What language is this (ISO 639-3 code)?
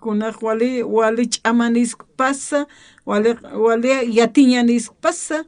aym